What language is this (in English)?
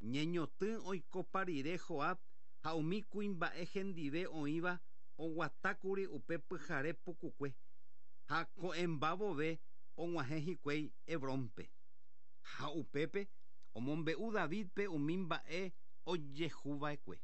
Guarani